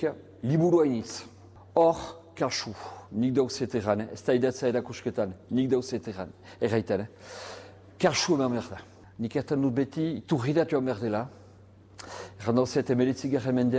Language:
Basque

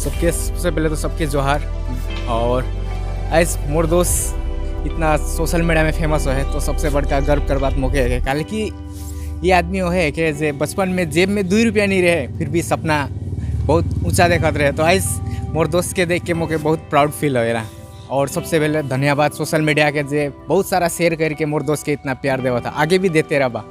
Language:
Sadri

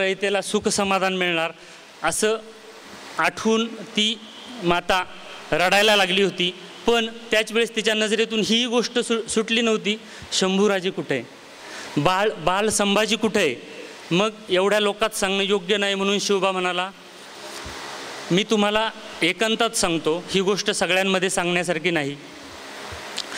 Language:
Marathi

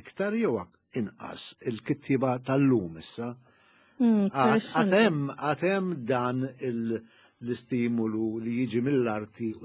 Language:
Maltese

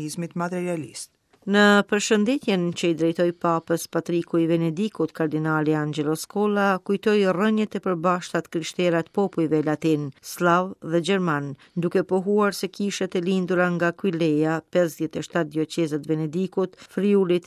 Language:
Albanian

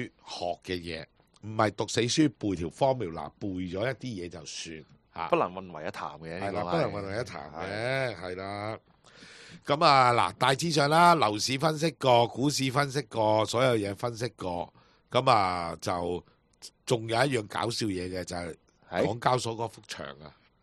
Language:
Cantonese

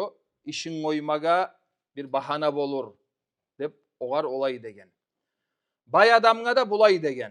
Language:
Kumyk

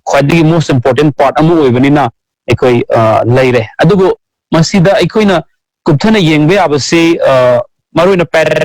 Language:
Manipuri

